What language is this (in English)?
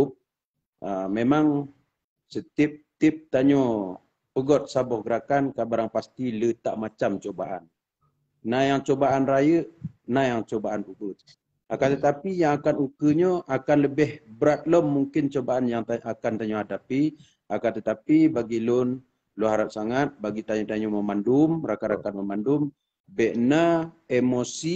Achinese